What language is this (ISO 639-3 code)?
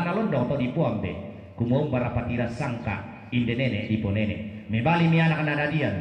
sda